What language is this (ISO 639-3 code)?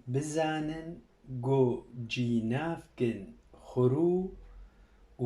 kur